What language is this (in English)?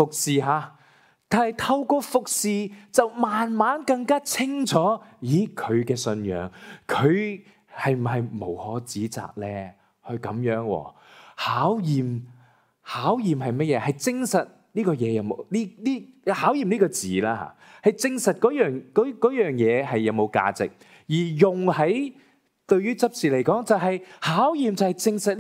Cantonese